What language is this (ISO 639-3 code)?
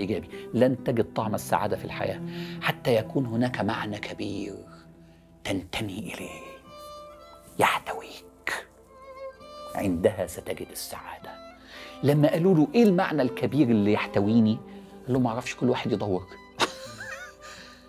arz